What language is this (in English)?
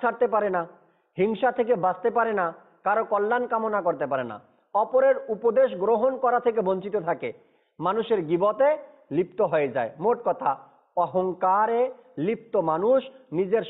Bangla